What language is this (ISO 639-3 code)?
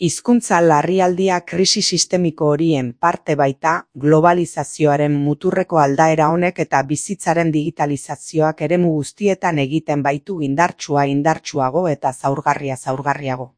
eus